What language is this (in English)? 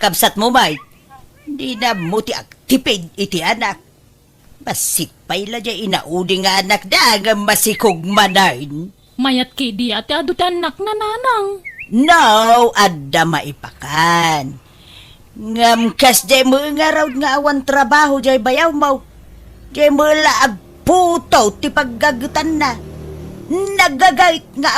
Iloko